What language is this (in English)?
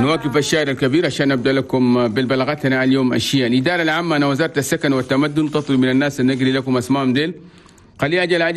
Chadian Arabic